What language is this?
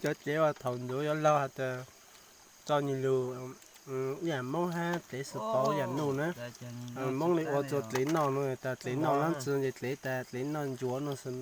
Hmong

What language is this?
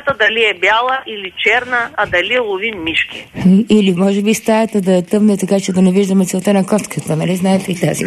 Bulgarian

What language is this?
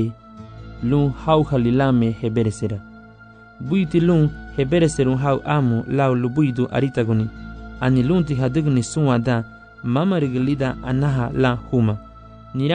Garifuna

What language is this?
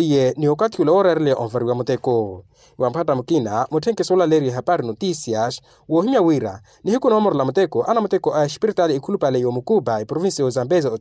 Makhuwa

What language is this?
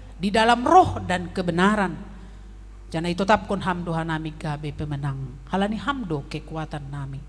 Batak Simalungun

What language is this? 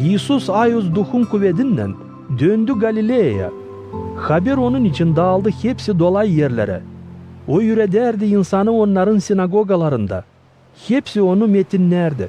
Gagauz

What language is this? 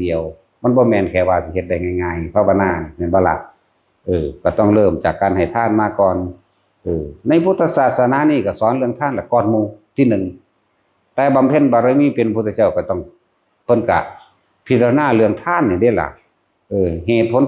Northeastern Thai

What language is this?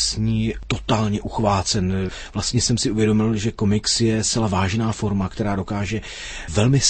Czech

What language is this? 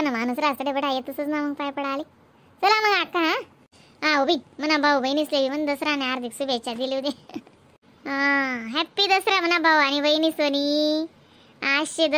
Khandesi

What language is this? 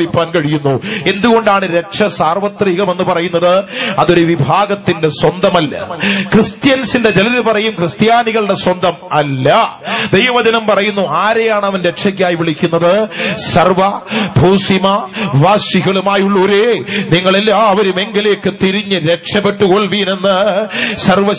Malayalam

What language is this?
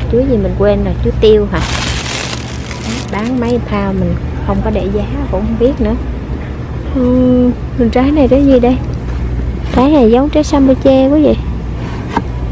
Vietnamese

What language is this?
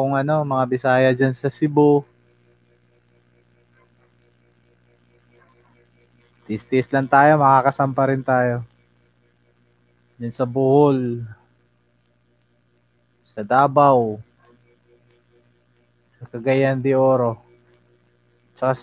Filipino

